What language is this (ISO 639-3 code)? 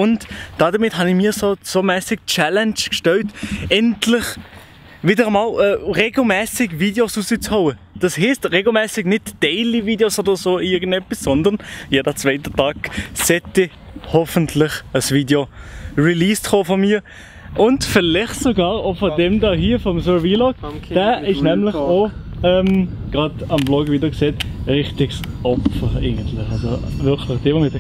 gsw